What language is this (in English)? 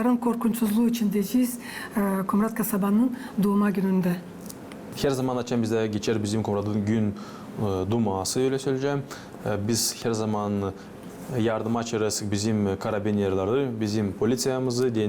Gagauz